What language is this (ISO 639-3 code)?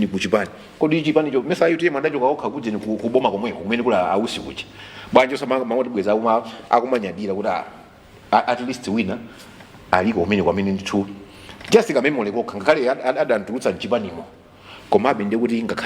nya